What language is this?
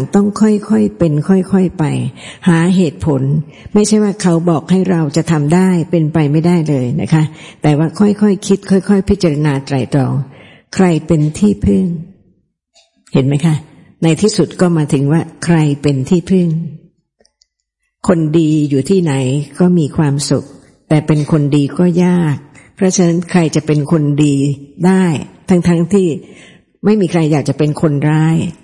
Thai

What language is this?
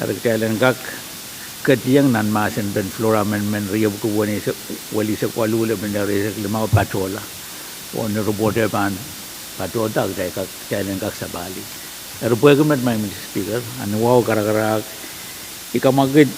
Pohnpeian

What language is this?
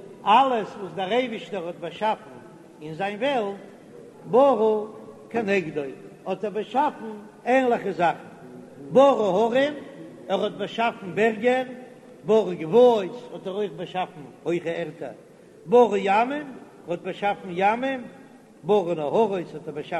Yiddish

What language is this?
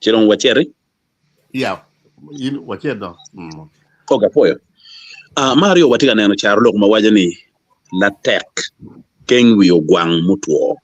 Acoli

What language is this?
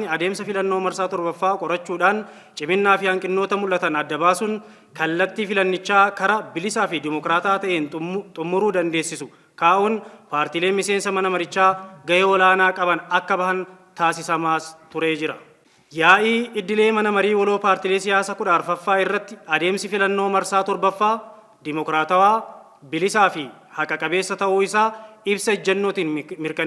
Oromo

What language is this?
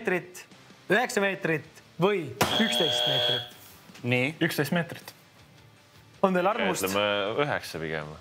Estonian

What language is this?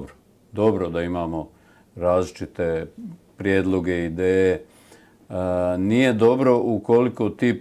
Bosnian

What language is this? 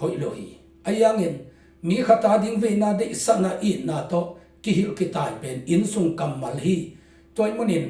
Tedim Chin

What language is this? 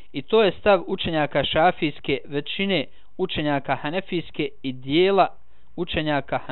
Bosnian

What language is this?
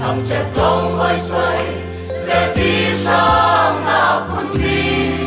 Falam Chin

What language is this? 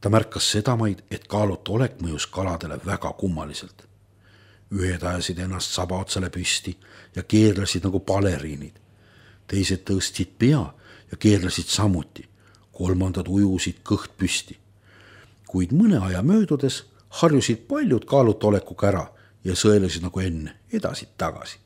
Estonian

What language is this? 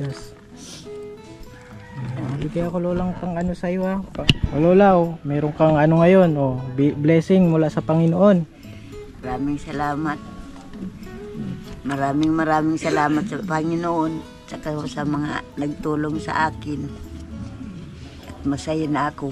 Filipino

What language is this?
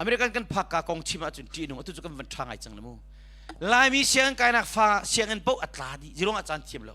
Hakha Chin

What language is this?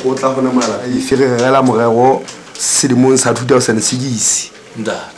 Southern Sotho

